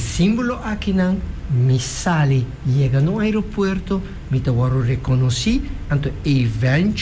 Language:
Papiamento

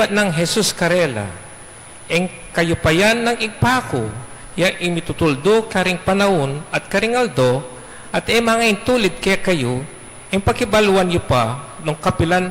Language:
Pampanga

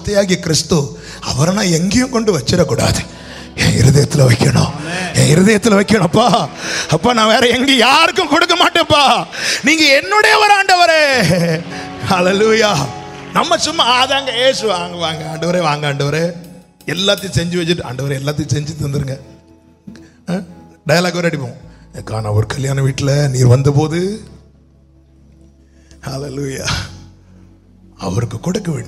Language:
Tamil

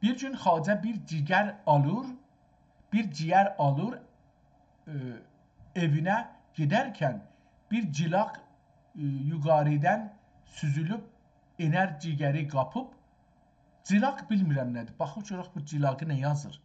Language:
South Azerbaijani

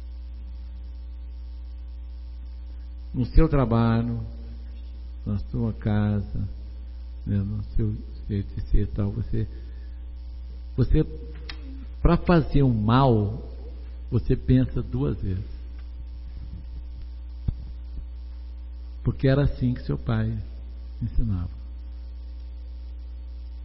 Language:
Portuguese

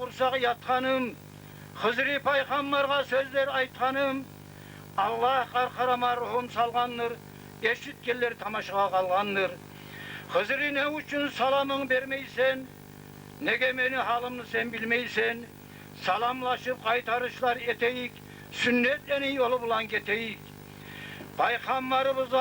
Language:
Kumyk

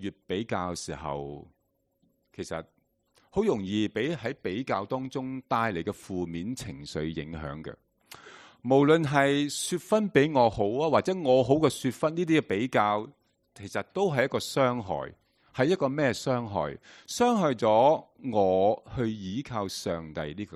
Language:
Cantonese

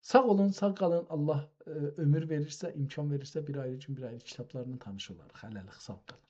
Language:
South Azerbaijani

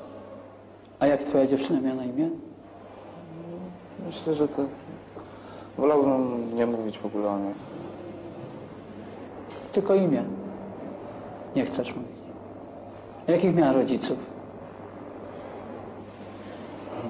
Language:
Polish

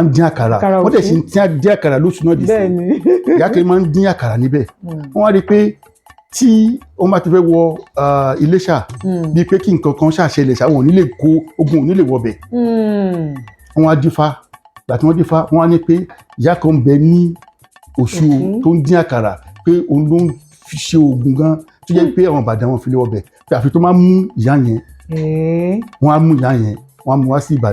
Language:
Yoruba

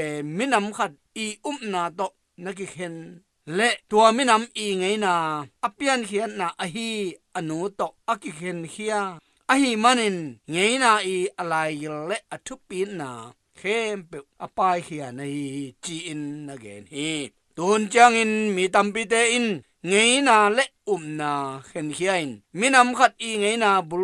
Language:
Tedim Chin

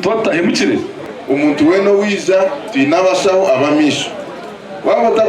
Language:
Nyankole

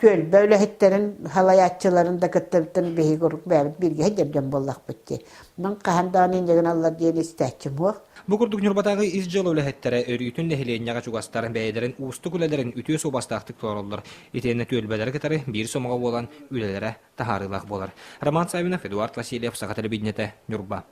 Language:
Yakut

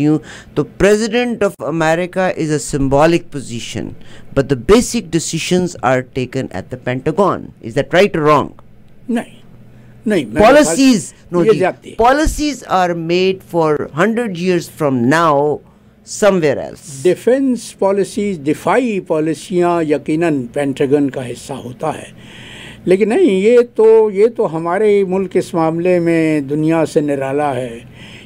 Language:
Urdu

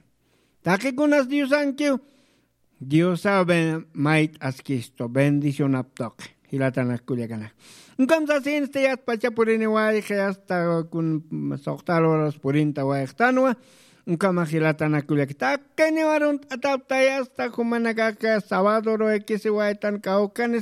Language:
Aymara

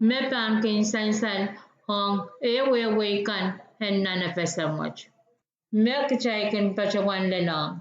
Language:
Pohnpeian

